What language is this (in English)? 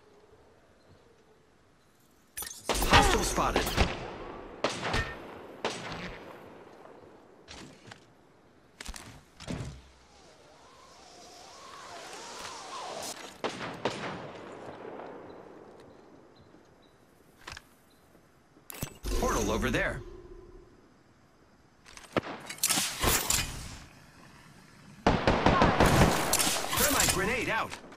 English